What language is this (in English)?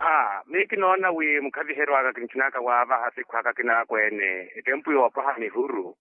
Makhuwa